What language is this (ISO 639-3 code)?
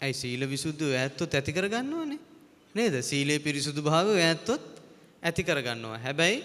sin